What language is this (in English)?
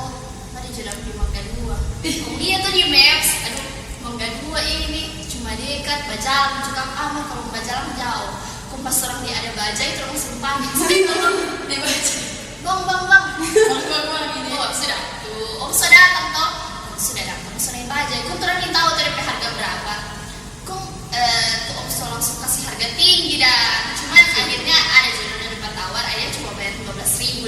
Manado Malay